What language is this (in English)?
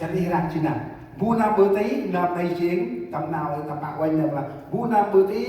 Central Mnong